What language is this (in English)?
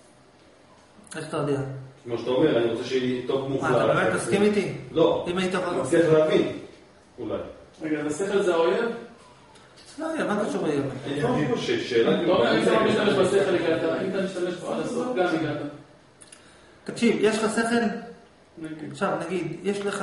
Hebrew